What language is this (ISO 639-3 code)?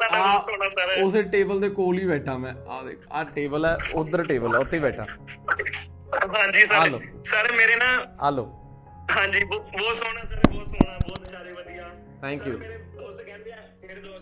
pan